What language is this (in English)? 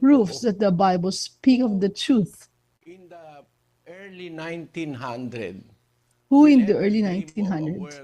Ewe